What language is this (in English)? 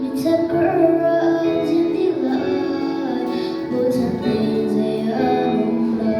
Hakha Chin